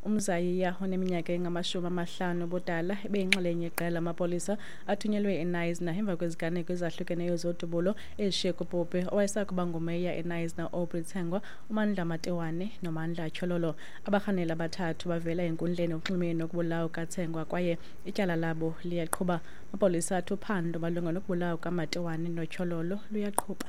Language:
Xhosa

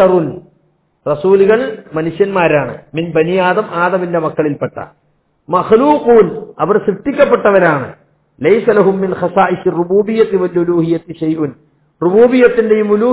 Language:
Malayalam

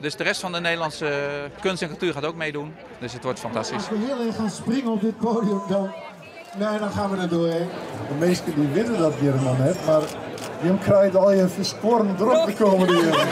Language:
Western Frisian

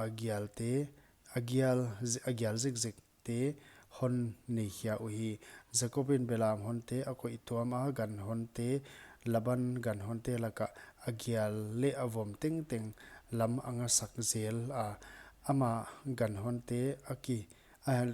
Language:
Paite Chin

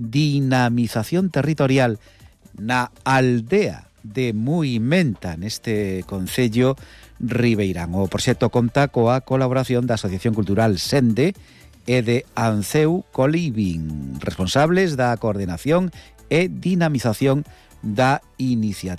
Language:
Galician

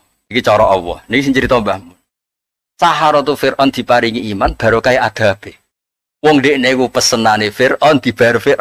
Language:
Javanese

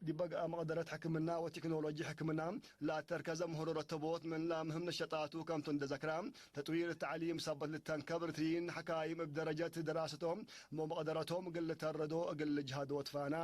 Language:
Tigre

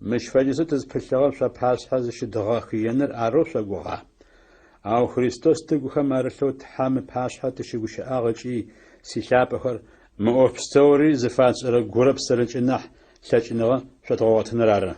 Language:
Adyghe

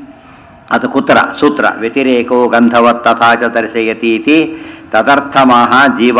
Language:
Kannada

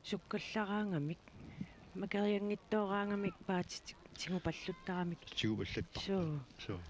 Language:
Kalaallisut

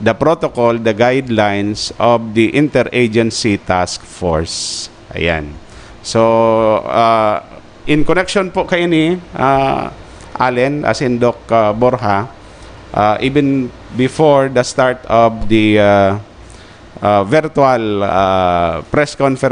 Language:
Bikol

